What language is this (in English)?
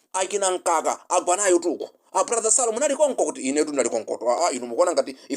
Nyanja